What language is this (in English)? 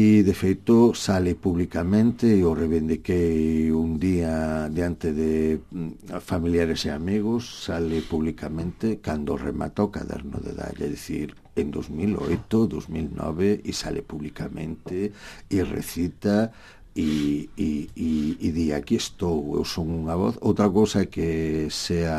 Galician